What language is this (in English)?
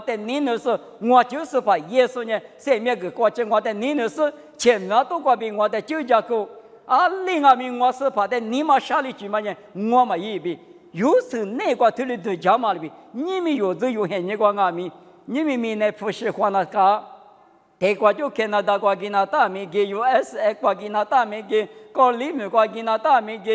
Lisu